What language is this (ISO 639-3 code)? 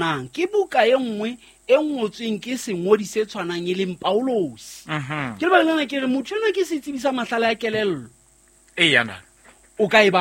sot